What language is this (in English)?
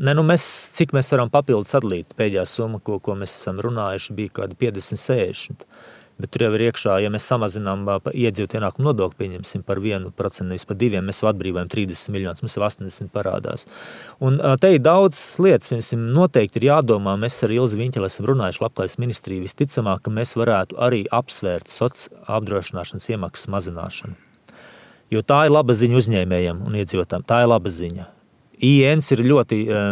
Latvian